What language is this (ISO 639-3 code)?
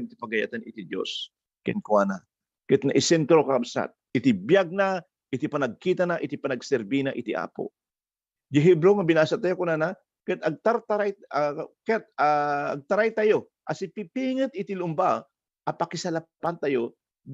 ilo